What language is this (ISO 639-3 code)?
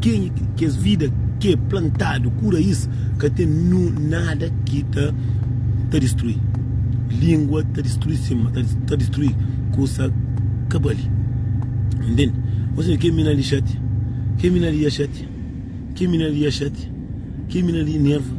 kea